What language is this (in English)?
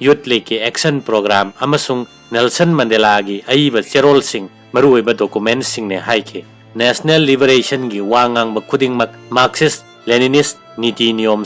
Manipuri